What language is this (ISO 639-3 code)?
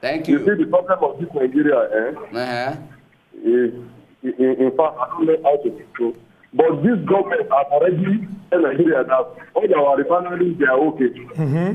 pcm